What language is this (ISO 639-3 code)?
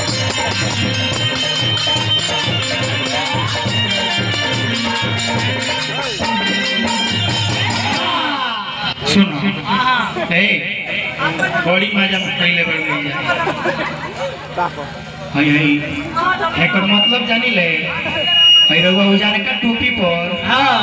bho